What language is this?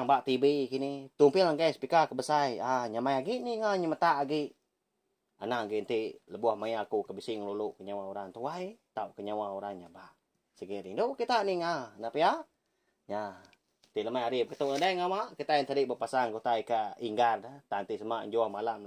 Iban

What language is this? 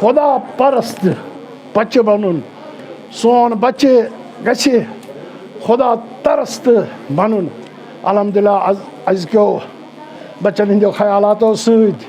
Kashmiri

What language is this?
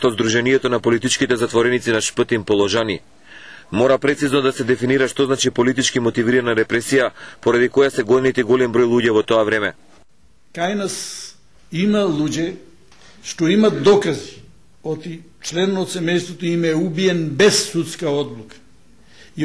Macedonian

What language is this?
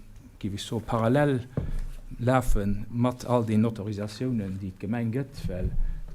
Luxembourgish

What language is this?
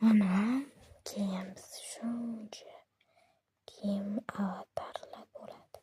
Uzbek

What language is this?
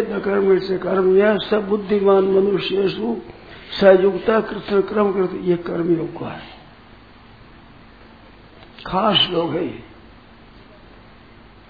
Hindi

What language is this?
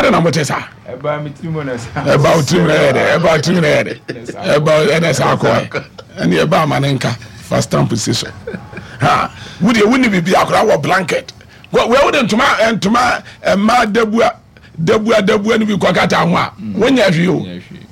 Akan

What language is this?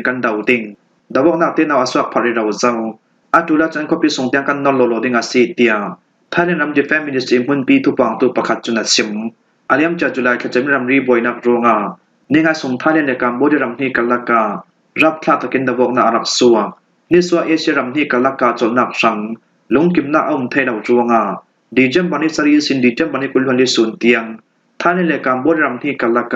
Falam Chin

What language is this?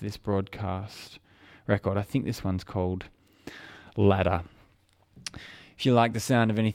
English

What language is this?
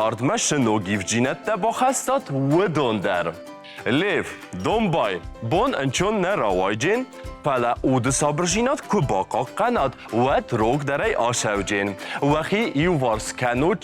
Ossetic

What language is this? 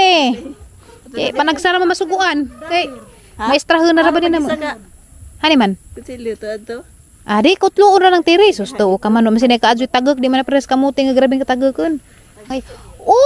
Cebuano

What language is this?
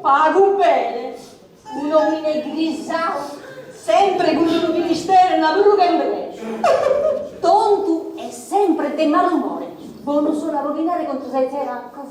Sardinian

